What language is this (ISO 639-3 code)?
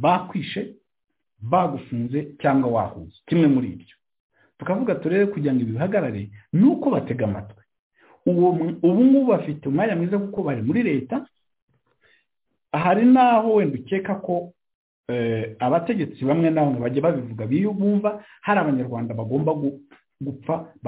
kin